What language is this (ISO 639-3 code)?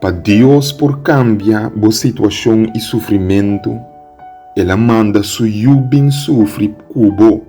pap